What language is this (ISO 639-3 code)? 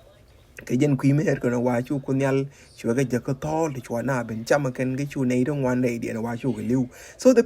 nus